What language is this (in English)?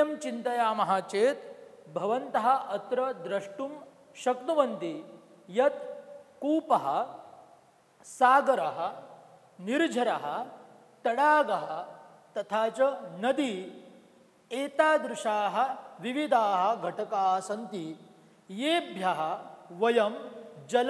Sanskrit